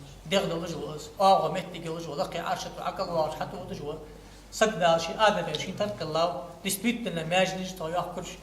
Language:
Ingush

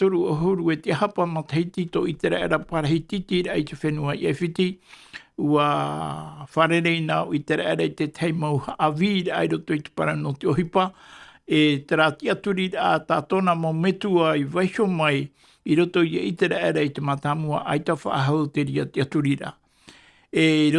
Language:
Tahitian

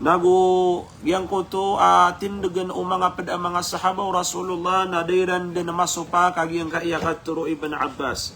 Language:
Maranao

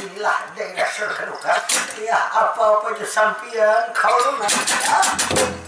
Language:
Banjar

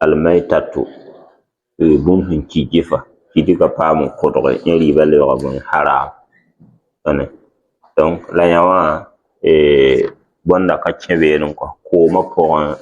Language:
Mossi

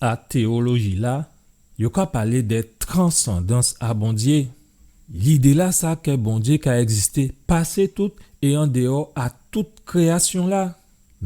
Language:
Guadeloupean Creole French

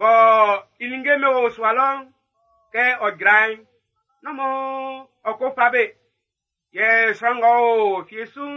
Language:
Baoulé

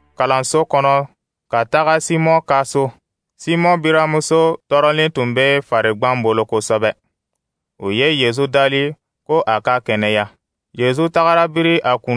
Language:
Dyula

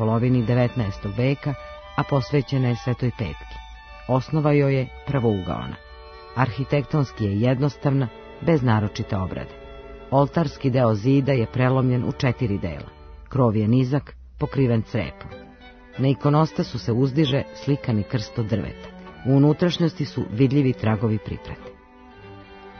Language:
Serbian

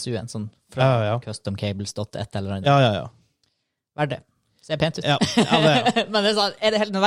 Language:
Norwegian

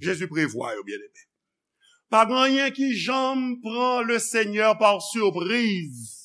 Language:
Haitian Creole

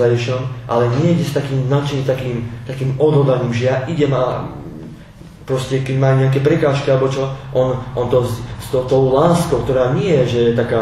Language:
Slovak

